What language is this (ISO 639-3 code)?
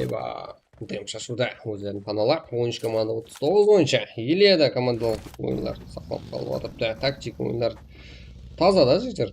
kaa